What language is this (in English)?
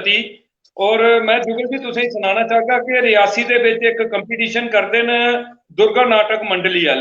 Dogri